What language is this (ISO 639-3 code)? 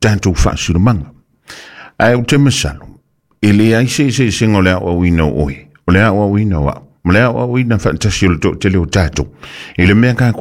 smo